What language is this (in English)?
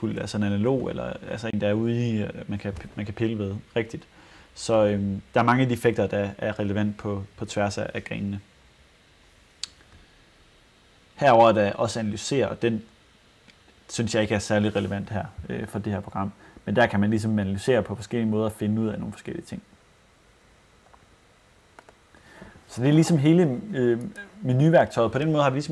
Danish